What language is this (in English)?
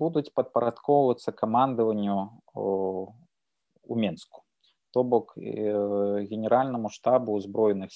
Belarusian